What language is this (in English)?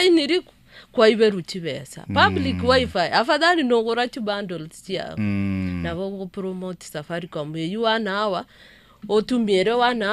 Gusii